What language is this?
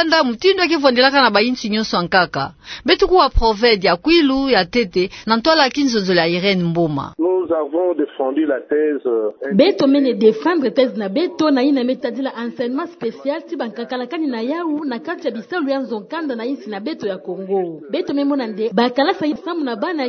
Kituba (Democratic Republic of Congo)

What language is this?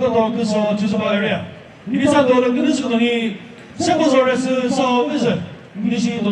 Chokri Naga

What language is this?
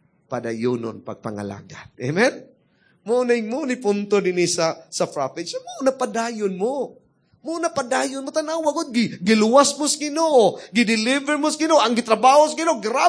Cebuano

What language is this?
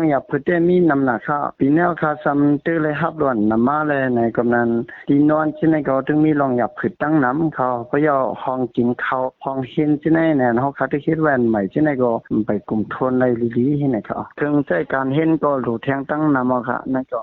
Shan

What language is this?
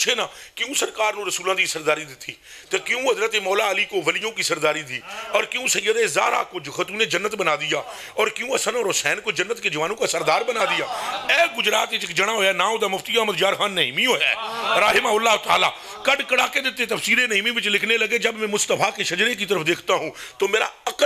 Urdu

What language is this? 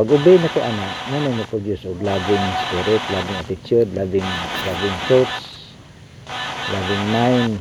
Cebuano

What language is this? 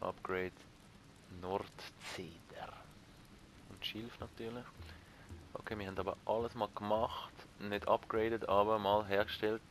Swiss German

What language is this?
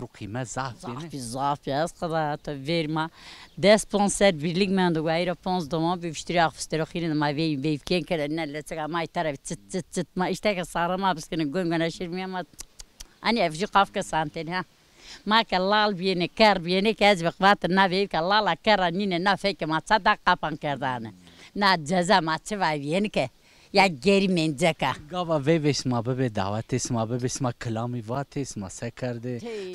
Zaza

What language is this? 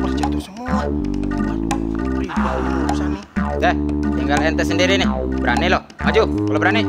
Betawi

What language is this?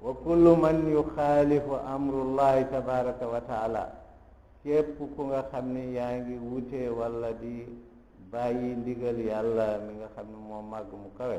Wolof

